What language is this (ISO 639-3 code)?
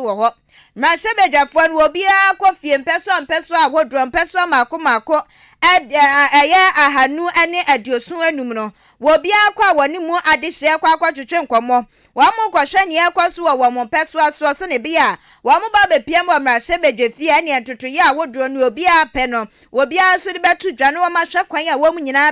aka